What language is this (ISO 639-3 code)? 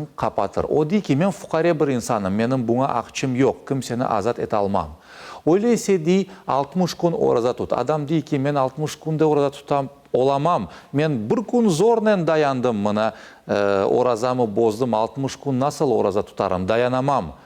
crh